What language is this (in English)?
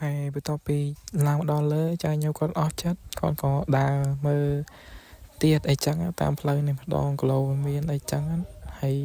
Khmer